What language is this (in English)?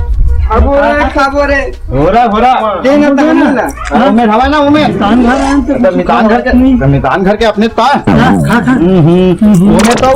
Chhattisgarhi